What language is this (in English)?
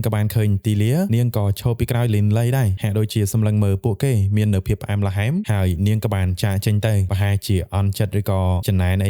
Khmer